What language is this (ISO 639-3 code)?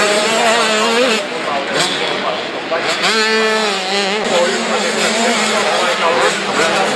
fin